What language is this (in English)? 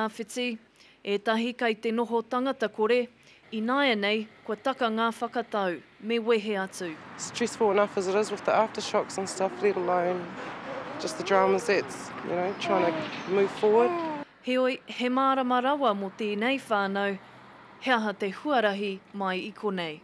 Māori